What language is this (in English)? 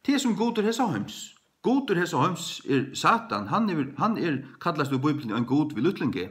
Faroese